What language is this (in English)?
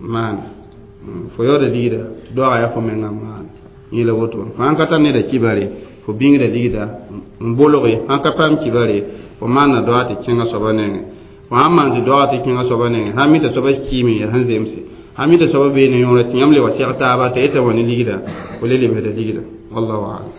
Mossi